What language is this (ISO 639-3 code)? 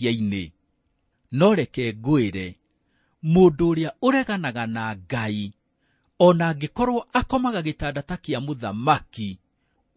kik